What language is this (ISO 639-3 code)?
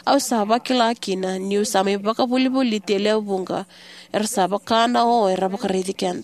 fij